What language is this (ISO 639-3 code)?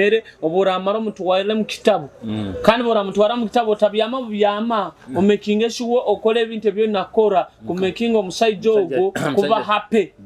nyo